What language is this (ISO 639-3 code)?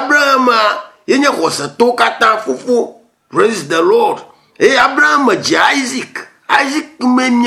ewe